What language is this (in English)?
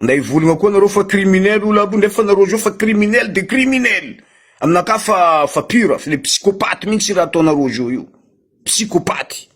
Malagasy